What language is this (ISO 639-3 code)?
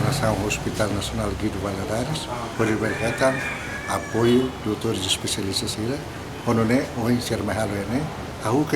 tet